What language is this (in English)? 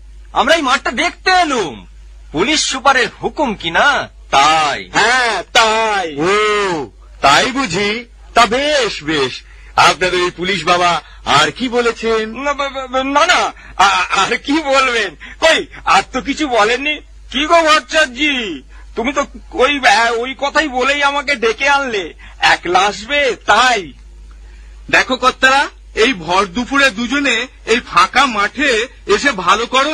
Bangla